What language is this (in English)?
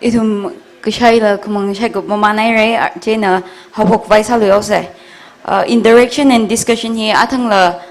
Tangkhul Naga (India)